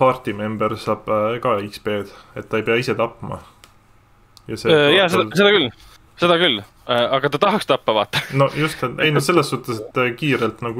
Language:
Estonian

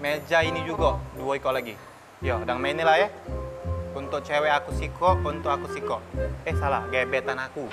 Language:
Musi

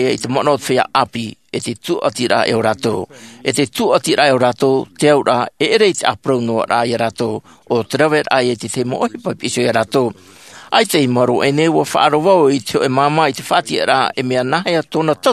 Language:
Tahitian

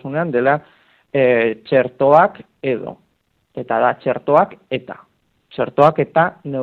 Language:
Basque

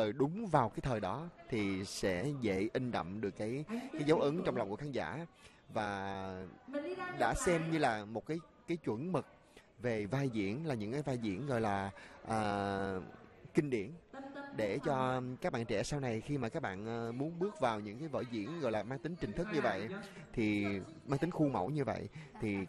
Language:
Vietnamese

